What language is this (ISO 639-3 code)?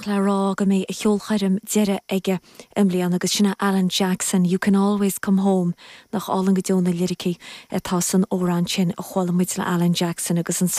gle